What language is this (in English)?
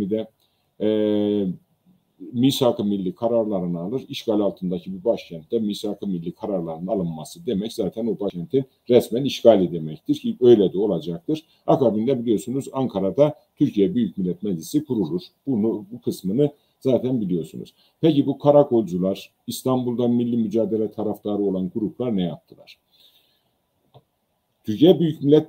Turkish